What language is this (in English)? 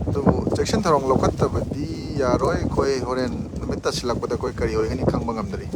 Manipuri